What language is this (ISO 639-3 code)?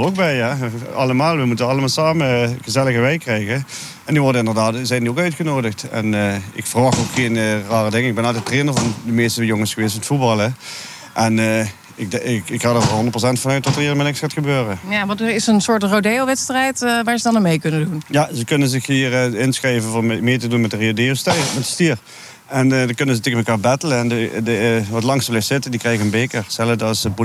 nld